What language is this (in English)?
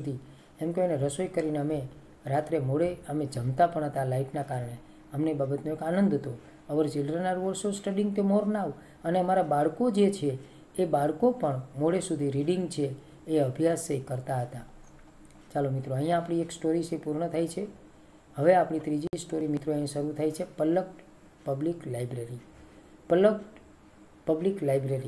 Gujarati